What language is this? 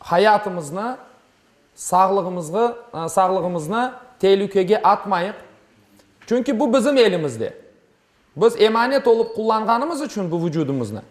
Crimean Tatar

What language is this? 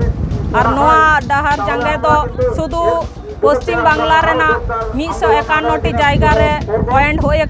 Santali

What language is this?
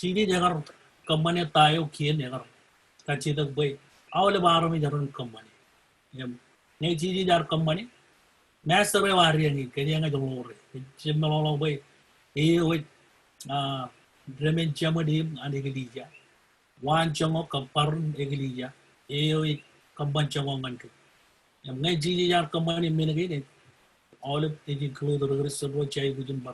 Marshallese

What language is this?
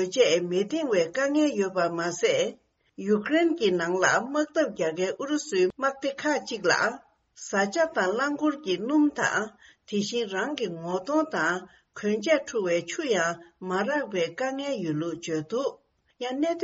Tibetan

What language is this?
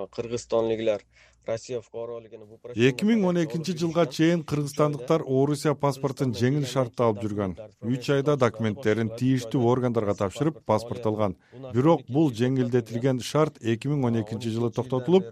Kyrgyz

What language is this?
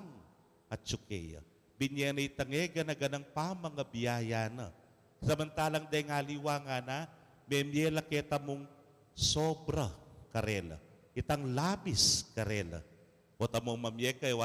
Pampanga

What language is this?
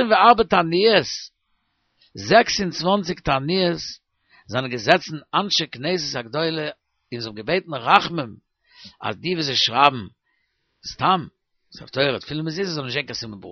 Yiddish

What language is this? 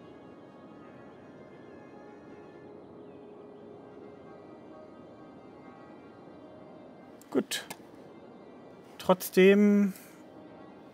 German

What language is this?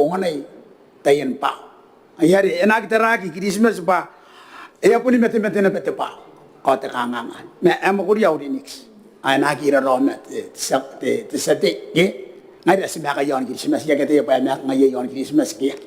Gilbertese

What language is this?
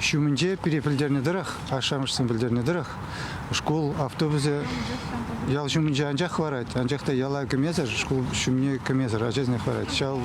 Chuvash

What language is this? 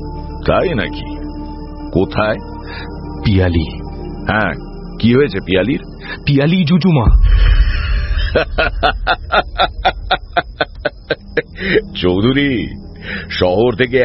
Bangla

